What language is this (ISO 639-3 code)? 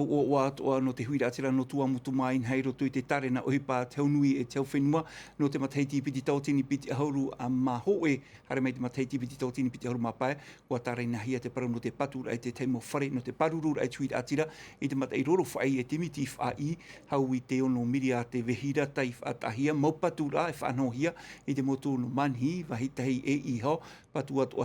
tah